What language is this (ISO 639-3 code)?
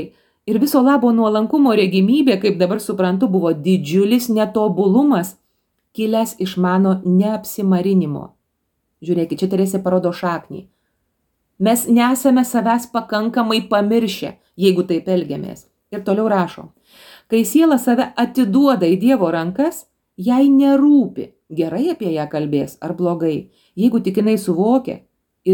lit